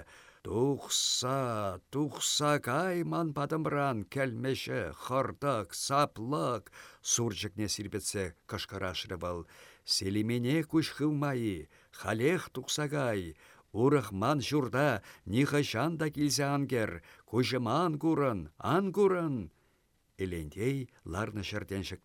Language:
Chuvash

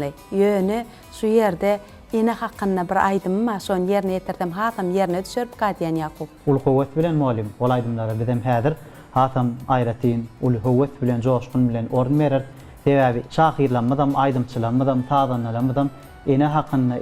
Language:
Turkmen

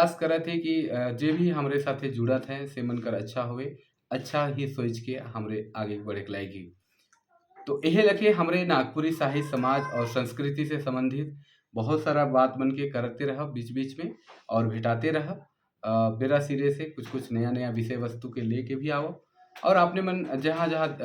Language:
Sadri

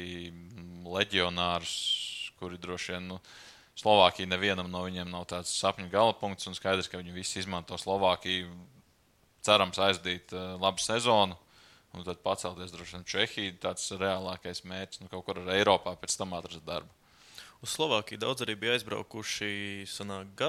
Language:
Latvian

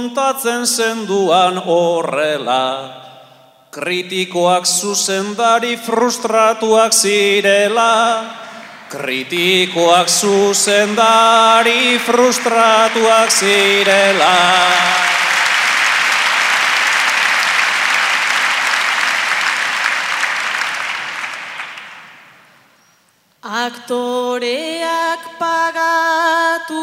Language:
Basque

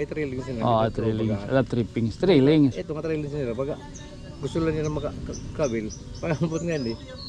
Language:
Waray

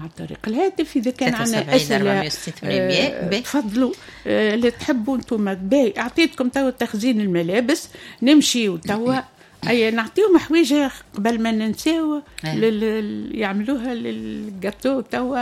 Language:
Tunisian Arabic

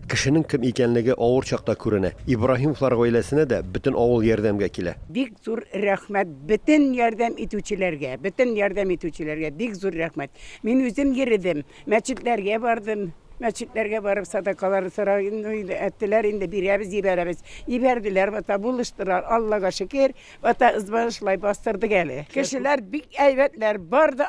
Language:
Tatar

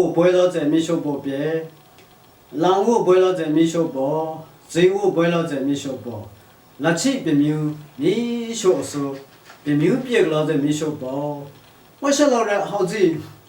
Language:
Lashi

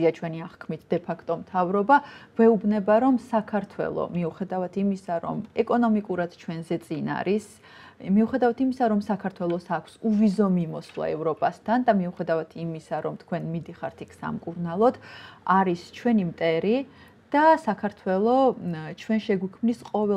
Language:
Georgian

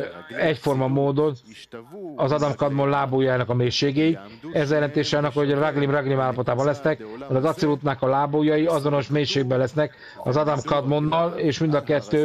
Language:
Hungarian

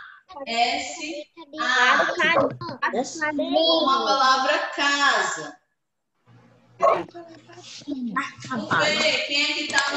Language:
Portuguese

